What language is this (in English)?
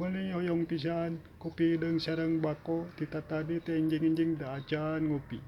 Sundanese